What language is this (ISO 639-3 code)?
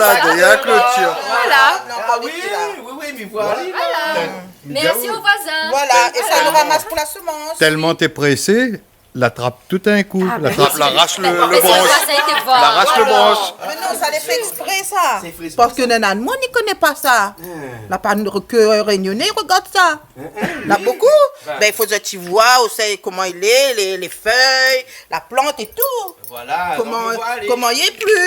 rcf